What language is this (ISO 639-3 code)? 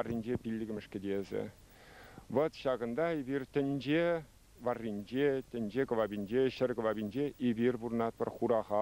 chv